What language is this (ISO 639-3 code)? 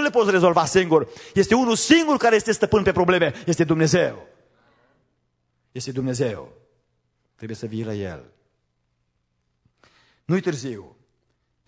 ron